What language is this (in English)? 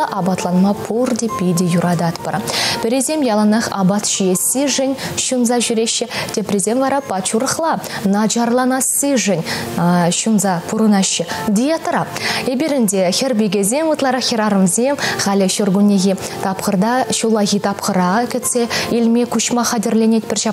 Chuvash